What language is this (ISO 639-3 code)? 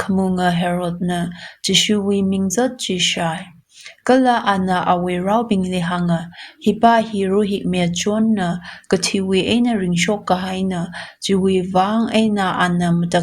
nmf